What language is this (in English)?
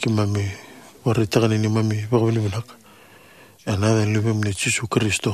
Fijian